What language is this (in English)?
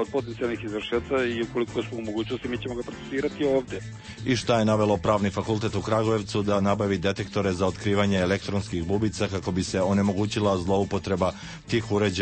Serbian